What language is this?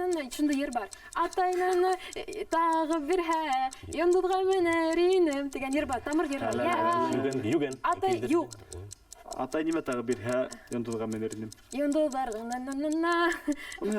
Bashkir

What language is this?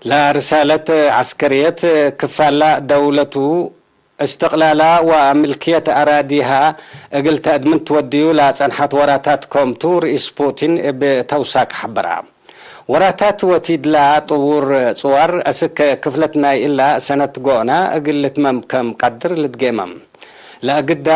Tigre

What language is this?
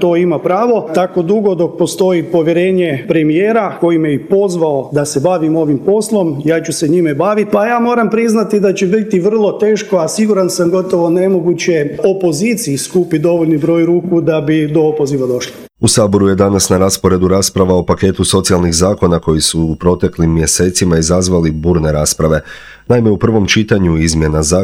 Croatian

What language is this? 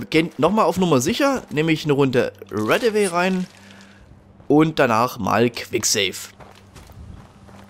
German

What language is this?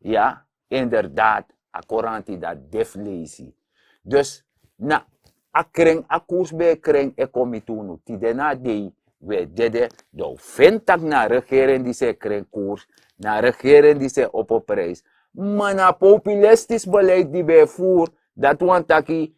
Sranan Tongo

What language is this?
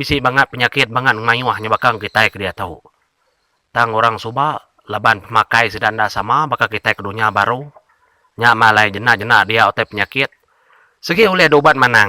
Iban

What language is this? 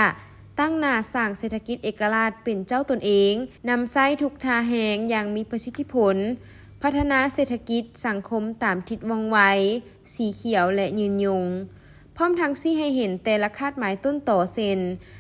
Lao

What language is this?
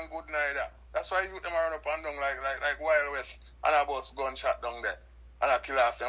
Jamaican Creole English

